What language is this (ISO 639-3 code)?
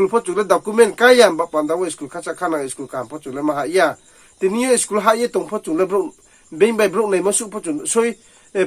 ria